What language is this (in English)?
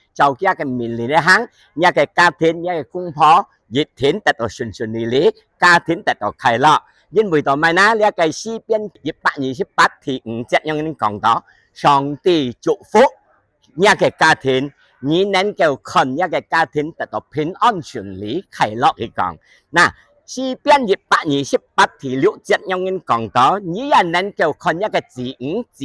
Hakka Chinese